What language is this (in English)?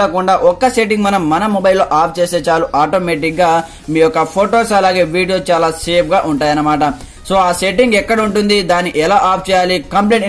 Telugu